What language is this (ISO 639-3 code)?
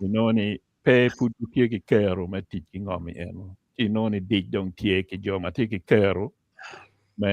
ach